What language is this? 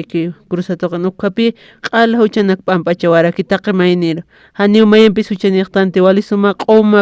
Aymara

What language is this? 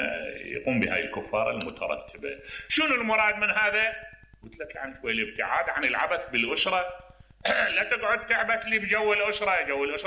Mesopotamian Arabic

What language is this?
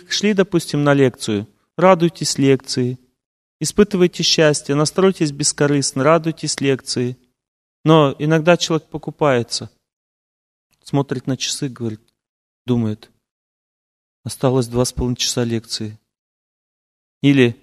Russian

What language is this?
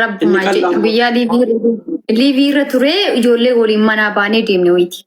Oromo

